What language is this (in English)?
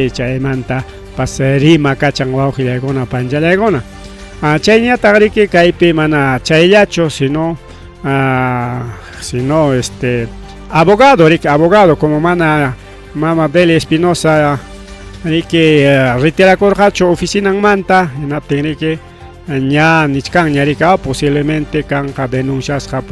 Ayacucho Quechua